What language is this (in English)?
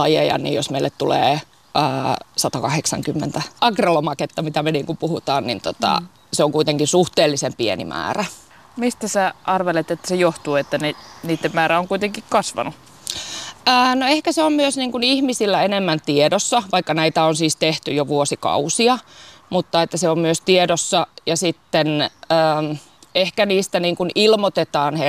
Finnish